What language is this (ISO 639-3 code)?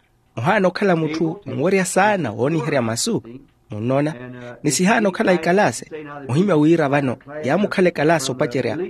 vmw